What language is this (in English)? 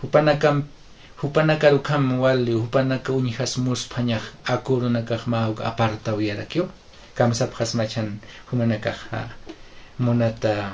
Aymara